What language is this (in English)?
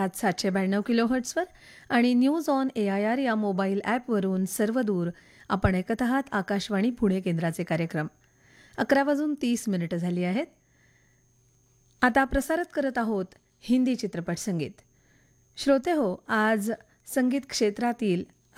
Marathi